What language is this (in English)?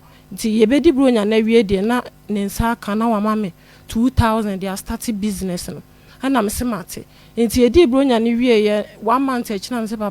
Akan